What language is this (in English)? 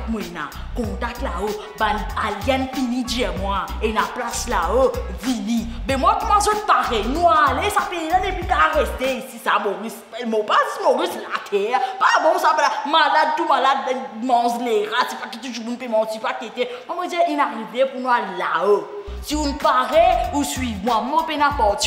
Morisyen